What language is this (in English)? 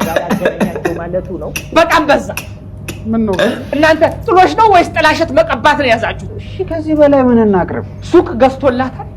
Amharic